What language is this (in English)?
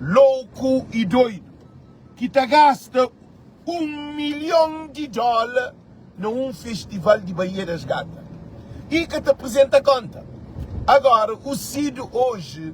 Kabuverdianu